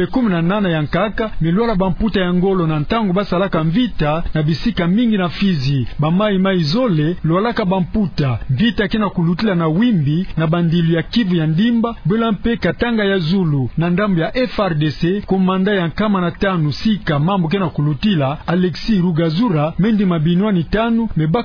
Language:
Kituba (Democratic Republic of Congo)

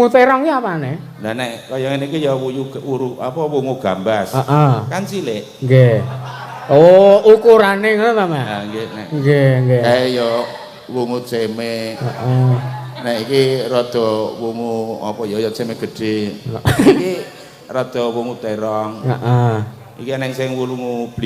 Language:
Javanese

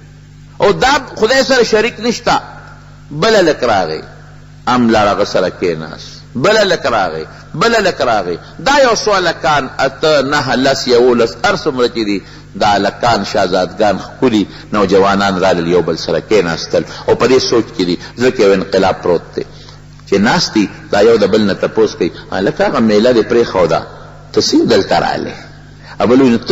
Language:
Pashto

